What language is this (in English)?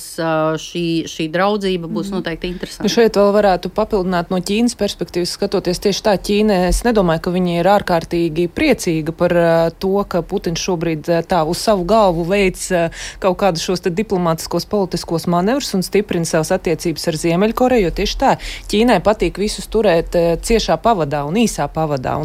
Latvian